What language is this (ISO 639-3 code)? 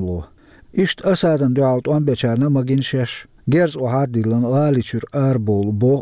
che